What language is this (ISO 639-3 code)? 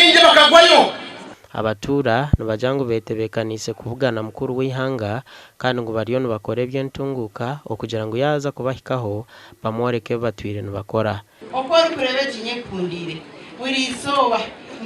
nyn